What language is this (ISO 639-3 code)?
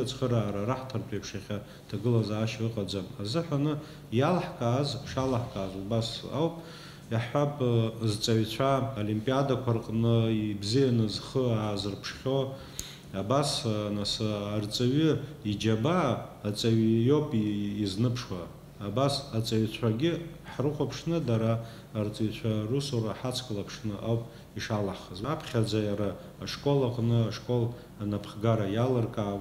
abk